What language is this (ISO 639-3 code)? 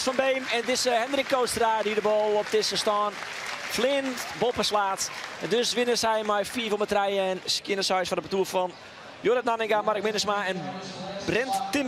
fry